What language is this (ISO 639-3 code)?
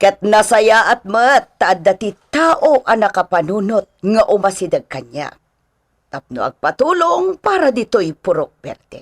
ilo